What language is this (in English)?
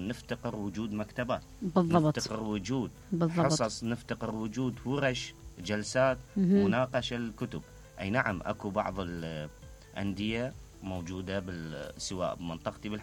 Mesopotamian Arabic